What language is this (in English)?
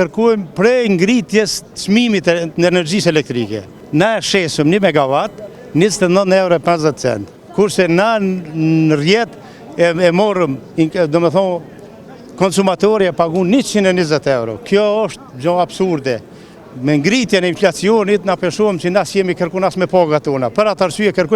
Albanian